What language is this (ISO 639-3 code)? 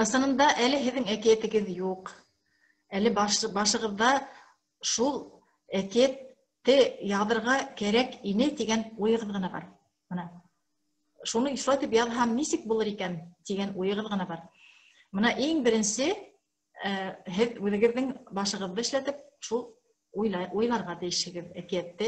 bak